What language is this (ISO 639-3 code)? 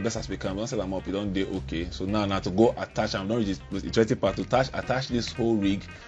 pcm